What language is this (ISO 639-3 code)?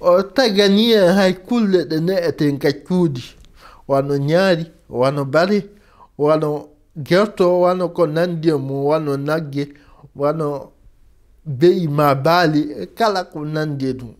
ful